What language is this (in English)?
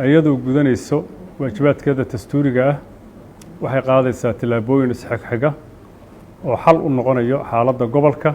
Somali